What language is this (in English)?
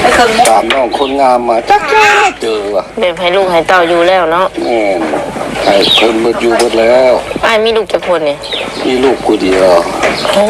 Northeastern Thai